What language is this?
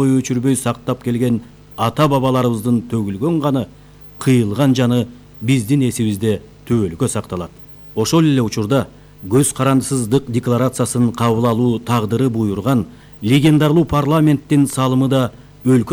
Kyrgyz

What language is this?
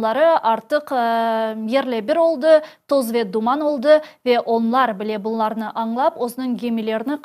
Crimean Tatar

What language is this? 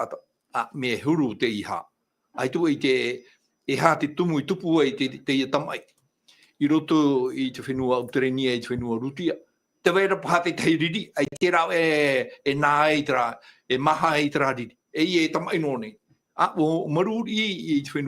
Tahitian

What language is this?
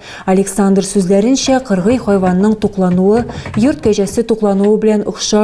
Tatar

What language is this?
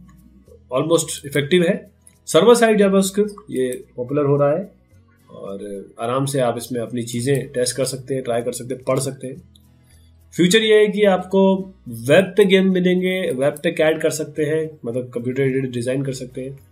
Hindi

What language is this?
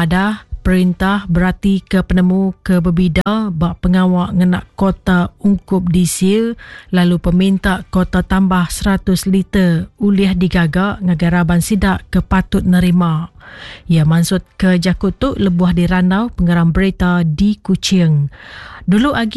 Iban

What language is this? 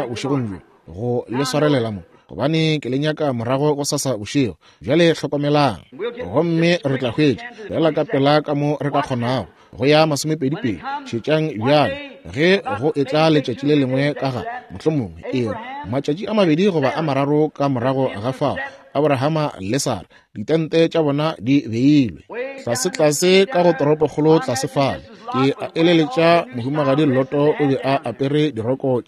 Northern Sotho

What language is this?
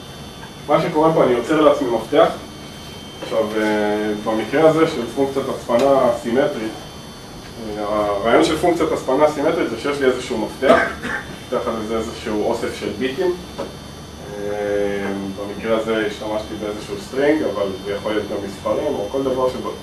Hebrew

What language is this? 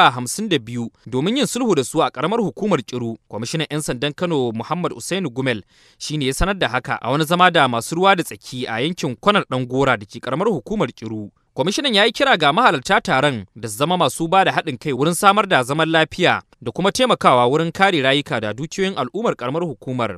Hausa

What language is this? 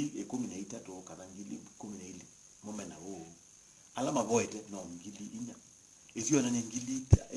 Kamba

